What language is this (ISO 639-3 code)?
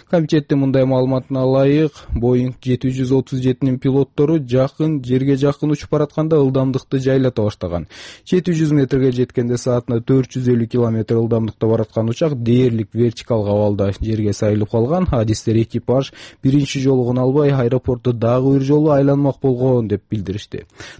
kir